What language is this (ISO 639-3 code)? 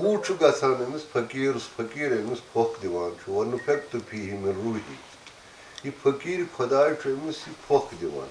kas